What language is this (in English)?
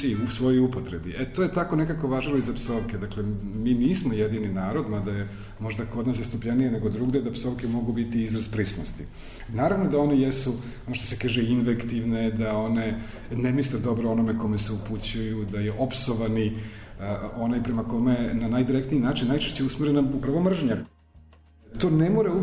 Serbian